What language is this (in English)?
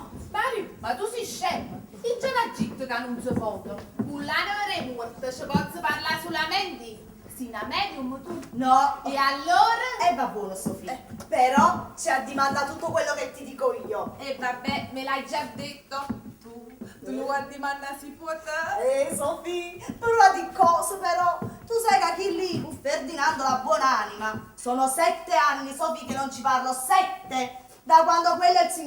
Neapolitan